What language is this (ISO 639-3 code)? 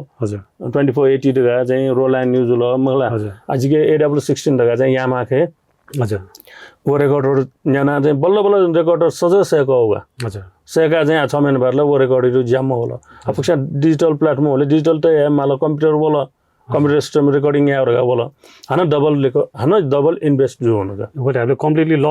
new